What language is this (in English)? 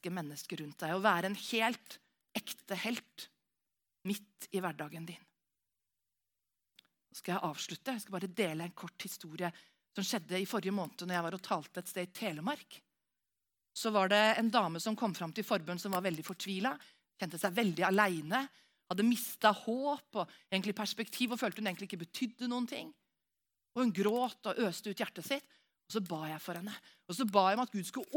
Norwegian